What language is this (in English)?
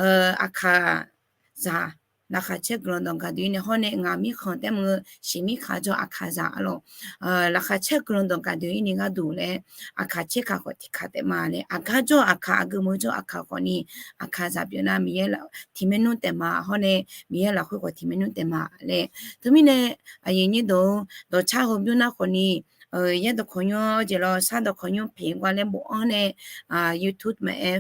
Akha